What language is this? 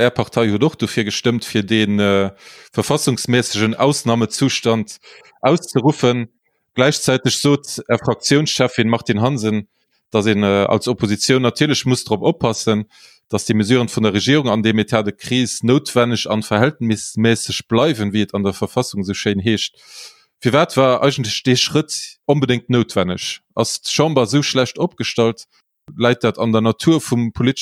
Luxembourgish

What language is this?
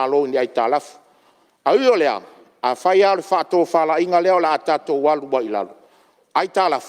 Samoan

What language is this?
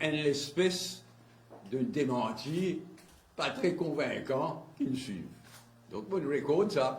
Morisyen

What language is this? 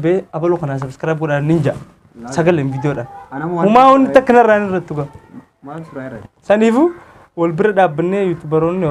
Oromo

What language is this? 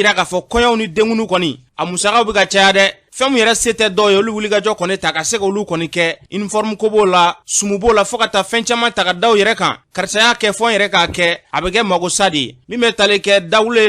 Bambara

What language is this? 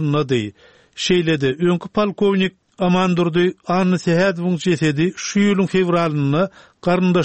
Turkmen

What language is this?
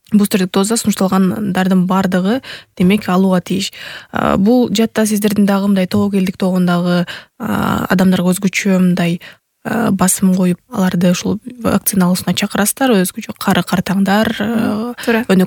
Kyrgyz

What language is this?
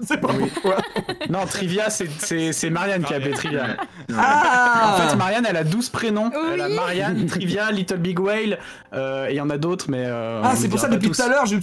French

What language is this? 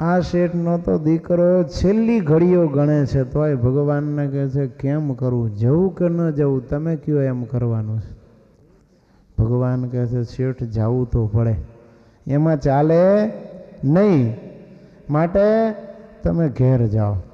Gujarati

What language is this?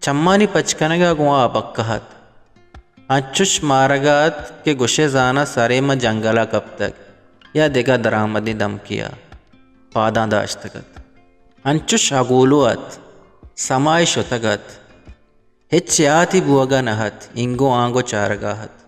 Eastern Balochi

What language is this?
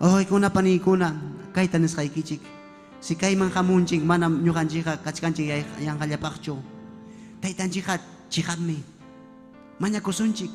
Ayacucho Quechua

